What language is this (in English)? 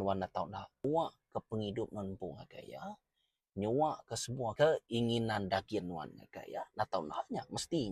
Iban